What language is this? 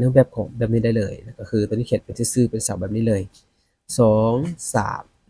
Lao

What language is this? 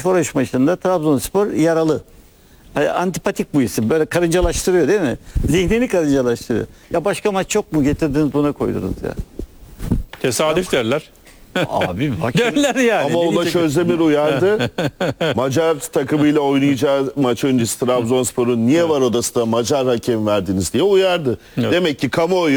Turkish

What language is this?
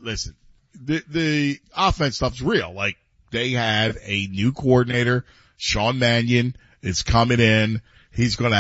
English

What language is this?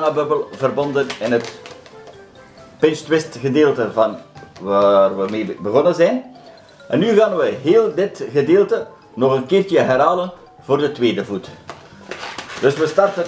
Dutch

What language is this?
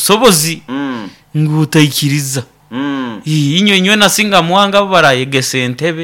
Nyoro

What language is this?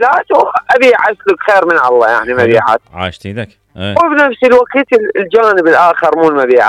Mesopotamian Arabic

